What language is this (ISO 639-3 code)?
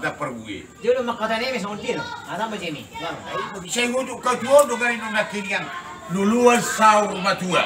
bbc